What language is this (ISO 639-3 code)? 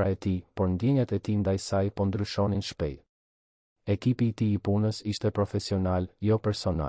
sqi